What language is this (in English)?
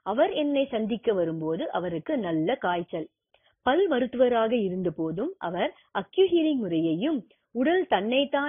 Tamil